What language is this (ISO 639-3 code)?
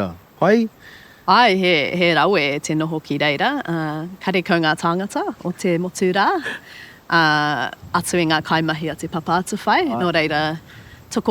mri